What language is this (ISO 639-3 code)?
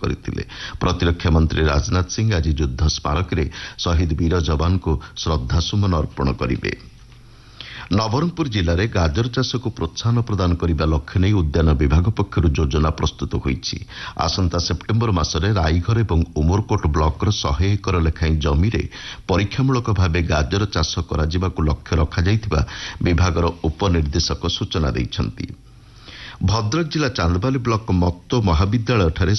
ori